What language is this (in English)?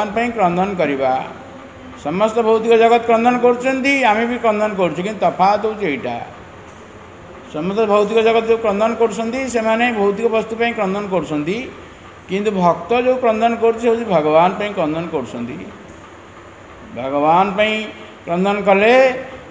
Odia